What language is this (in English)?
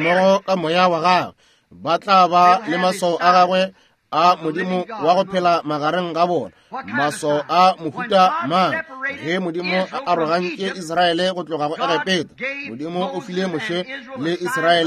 Northern Sotho